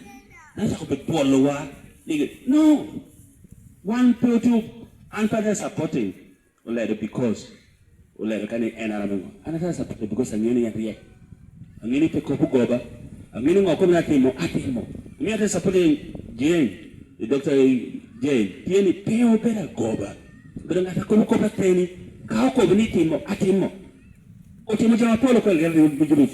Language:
Lango (Uganda)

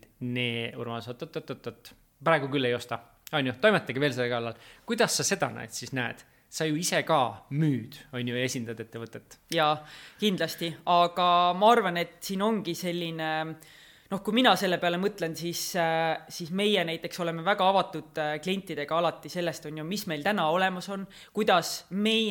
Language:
Estonian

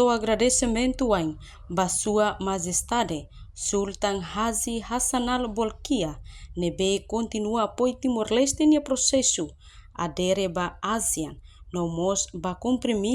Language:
Tetum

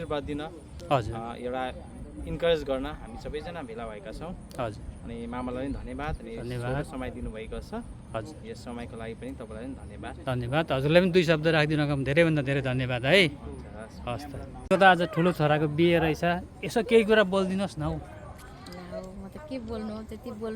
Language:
Nepali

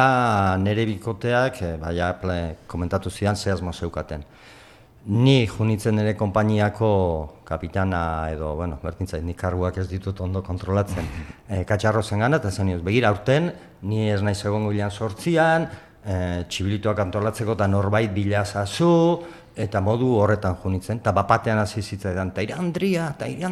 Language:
Basque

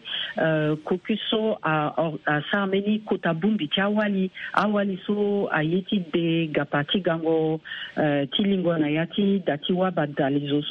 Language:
Sango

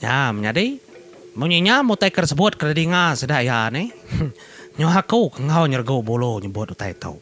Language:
Iban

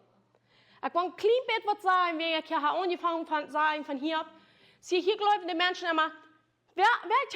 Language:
Plautdietsch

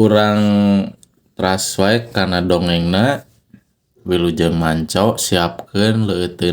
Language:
Sundanese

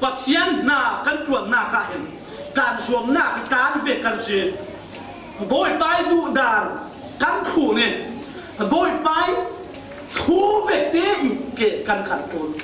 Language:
Falam Chin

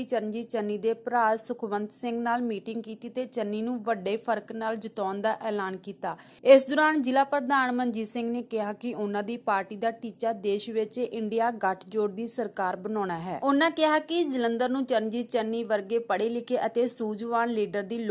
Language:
Punjabi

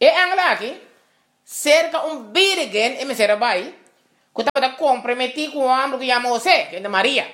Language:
Papiamento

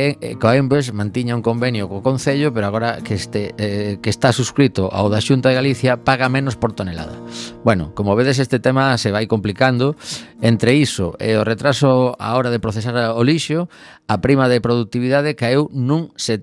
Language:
Galician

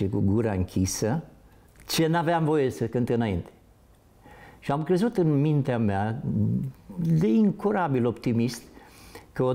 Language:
Romanian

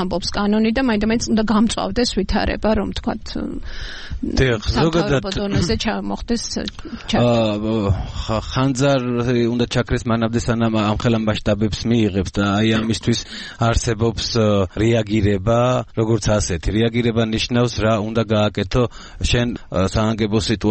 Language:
Georgian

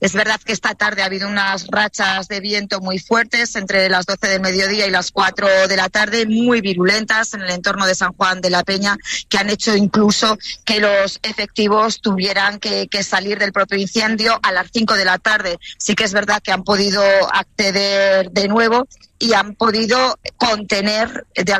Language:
Spanish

